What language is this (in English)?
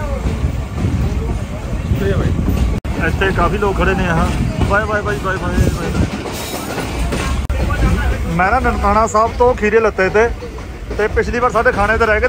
Punjabi